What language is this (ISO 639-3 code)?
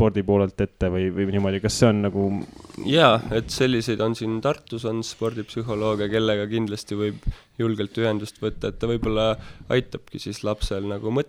est